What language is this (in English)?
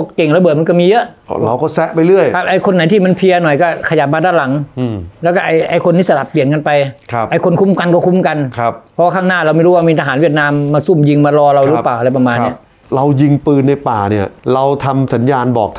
Thai